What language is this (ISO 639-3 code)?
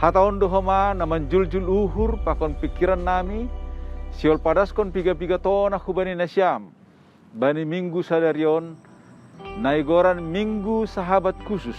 bts